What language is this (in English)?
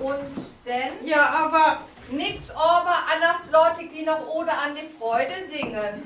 Low German